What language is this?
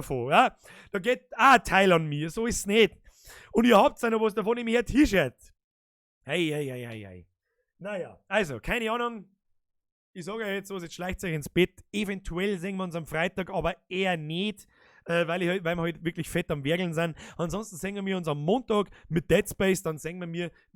Bavarian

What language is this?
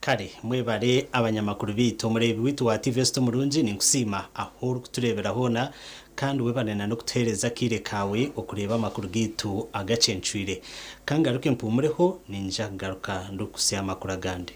Nyankole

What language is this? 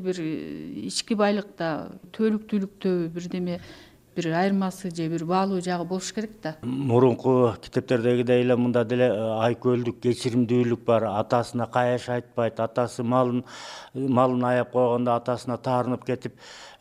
Kyrgyz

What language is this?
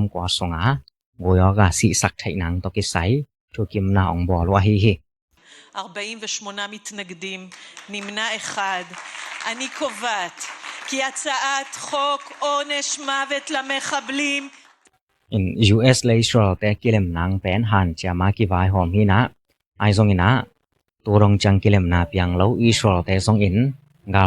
Tedim Chin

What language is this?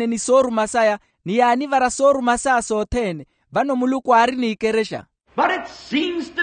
Makhuwa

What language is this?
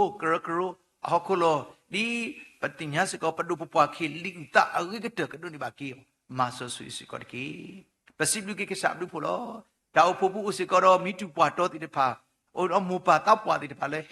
S'gaw Karen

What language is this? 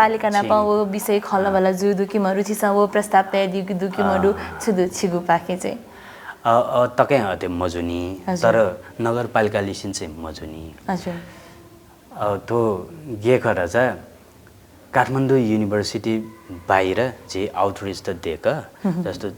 Newari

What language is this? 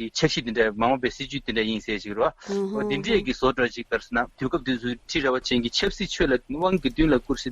Tibetan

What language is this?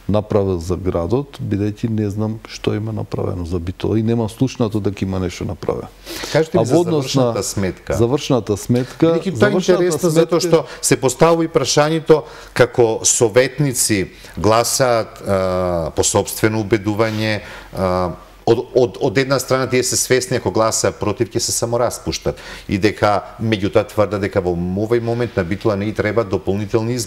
Macedonian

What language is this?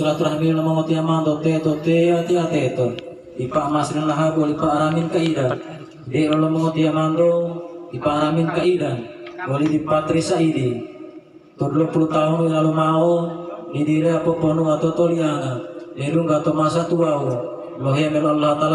Gorontalo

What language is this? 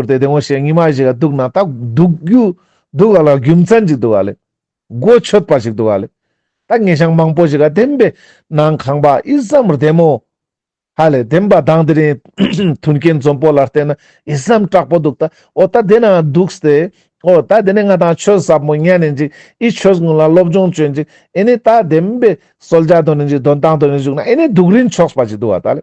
Ladakhi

